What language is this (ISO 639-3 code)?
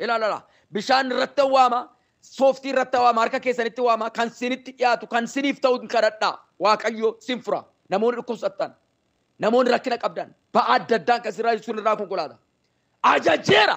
orm